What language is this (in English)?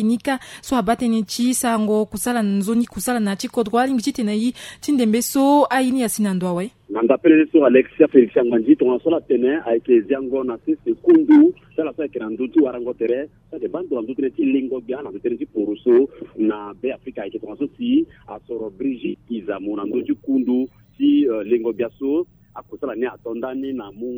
Sango